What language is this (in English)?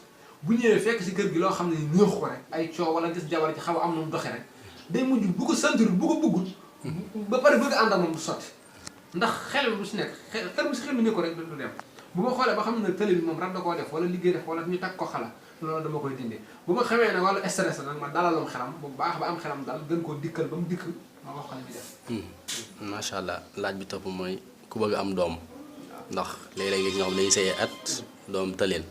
Wolof